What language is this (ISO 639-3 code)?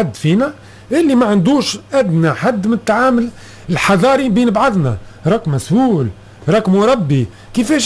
aeb